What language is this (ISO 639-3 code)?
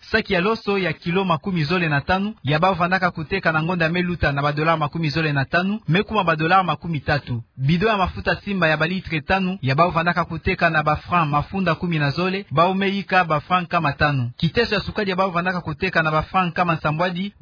ktu